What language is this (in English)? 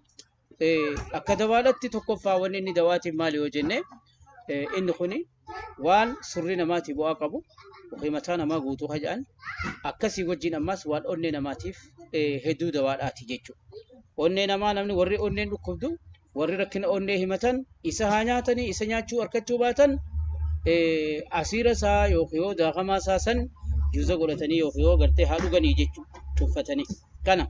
Oromo